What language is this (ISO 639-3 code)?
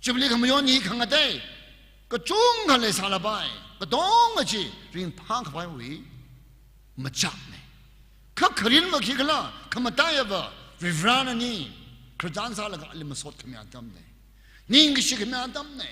nmf